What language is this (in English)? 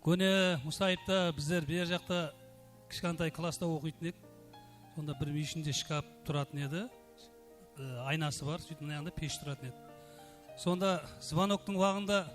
Kara-Kalpak